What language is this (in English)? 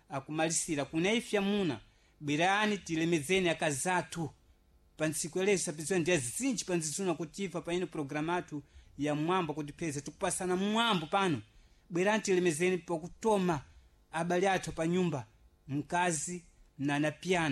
Sena